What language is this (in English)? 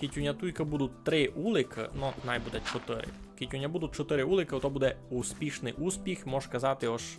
Rusyn